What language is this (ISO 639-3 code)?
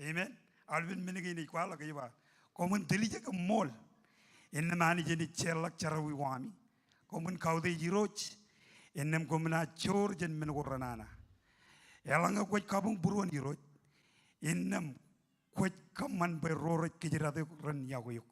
mah